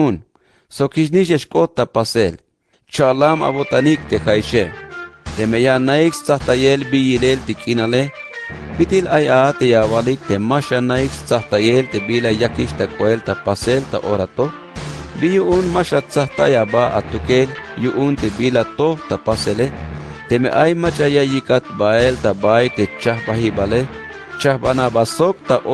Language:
Tzeltal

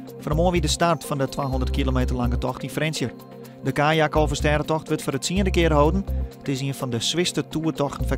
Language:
Western Frisian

